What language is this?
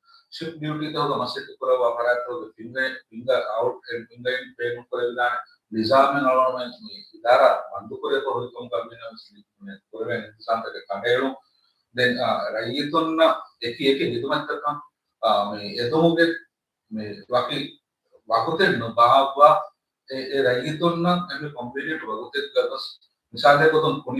Divehi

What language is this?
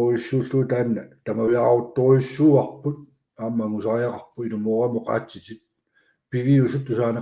Kalaallisut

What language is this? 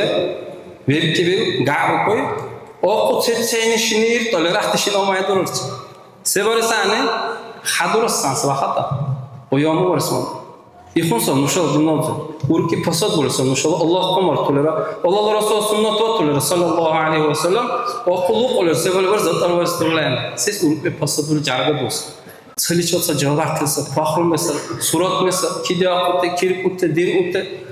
Dargwa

